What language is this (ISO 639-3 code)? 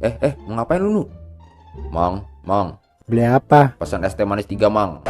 bew